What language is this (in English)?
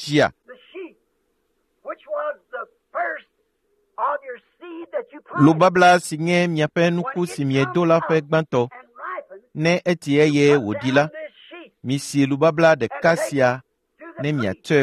Ewe